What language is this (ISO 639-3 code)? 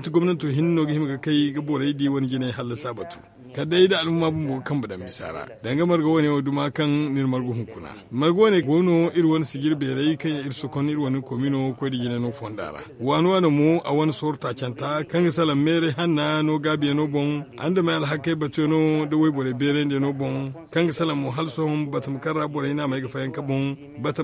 dje